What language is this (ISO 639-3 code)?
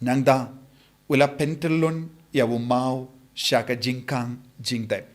kha